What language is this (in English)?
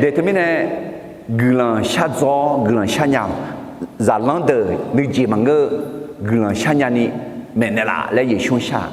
Akha